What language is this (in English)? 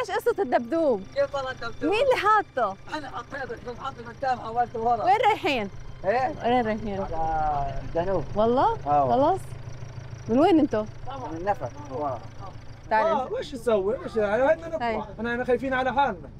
North Levantine Arabic